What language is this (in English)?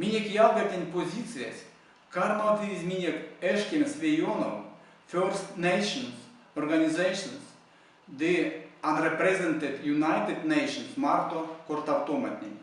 Erzya